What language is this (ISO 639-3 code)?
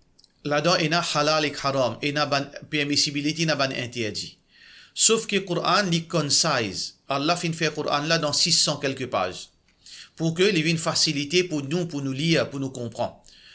mfe